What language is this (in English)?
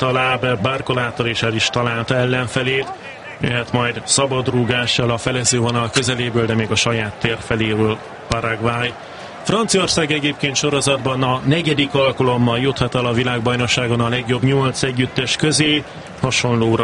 Hungarian